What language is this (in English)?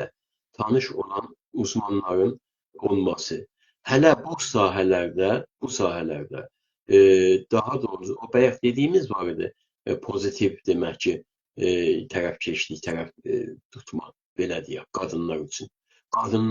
South Azerbaijani